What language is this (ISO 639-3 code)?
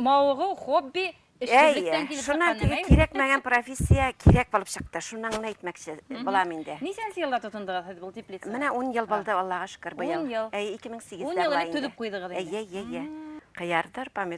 bak